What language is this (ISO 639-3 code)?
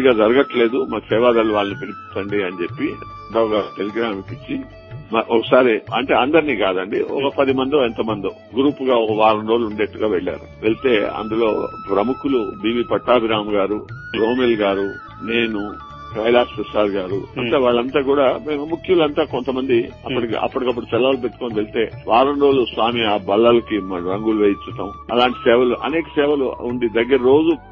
tel